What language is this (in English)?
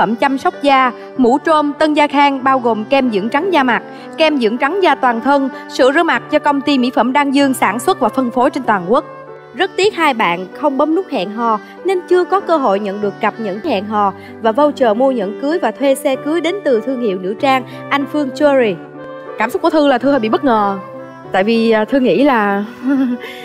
Vietnamese